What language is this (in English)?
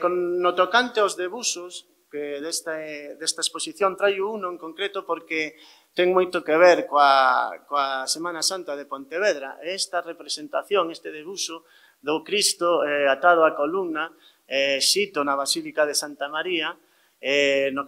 Galician